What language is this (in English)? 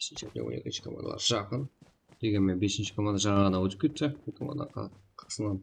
Kara-Kalpak